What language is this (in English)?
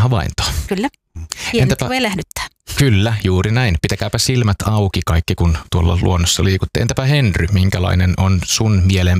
Finnish